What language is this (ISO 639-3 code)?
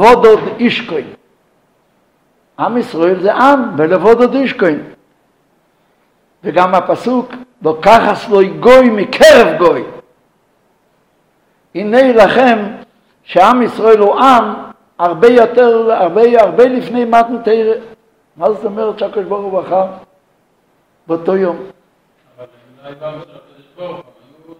heb